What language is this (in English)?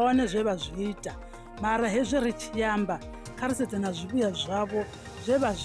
Venda